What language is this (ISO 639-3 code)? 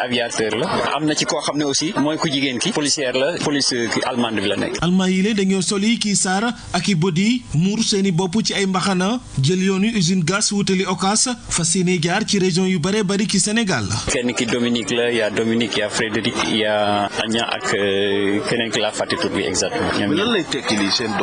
wol